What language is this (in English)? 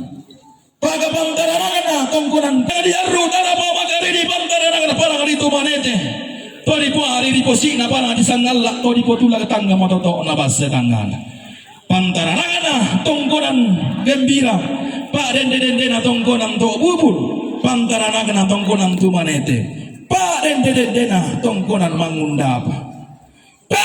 Toraja-Sa'dan